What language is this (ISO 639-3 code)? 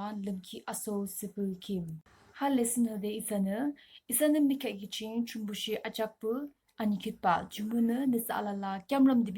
yim